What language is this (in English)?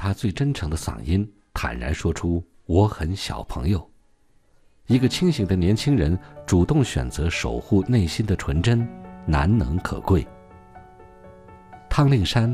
Chinese